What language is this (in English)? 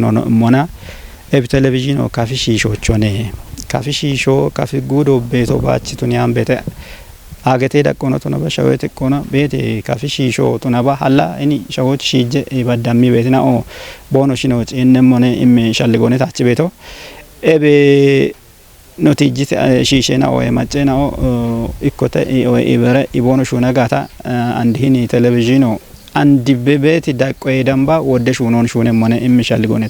Kafa